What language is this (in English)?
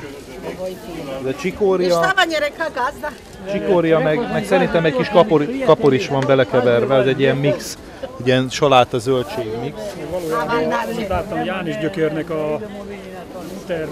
Hungarian